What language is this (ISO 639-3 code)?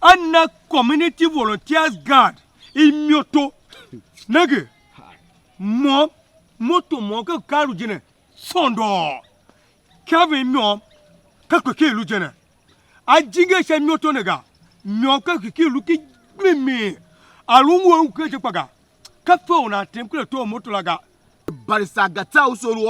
tiv